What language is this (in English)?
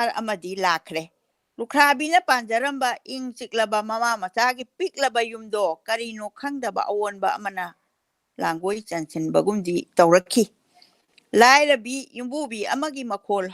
Manipuri